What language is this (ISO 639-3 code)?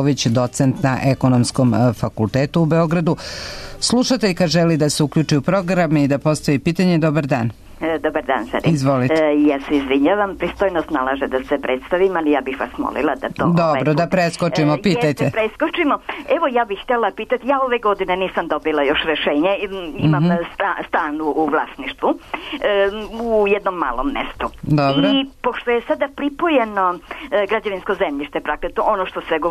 srp